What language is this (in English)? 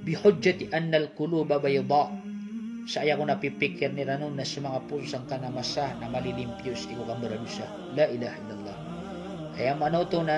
Maranao